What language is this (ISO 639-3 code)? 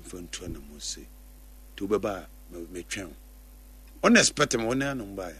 aka